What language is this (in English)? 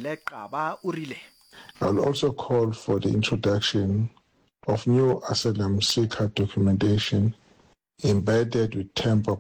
Northern Sotho